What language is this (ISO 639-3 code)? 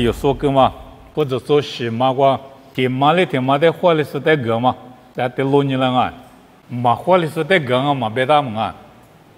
lis